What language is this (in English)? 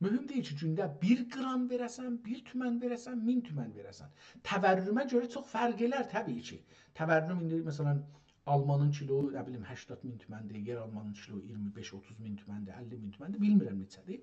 South Azerbaijani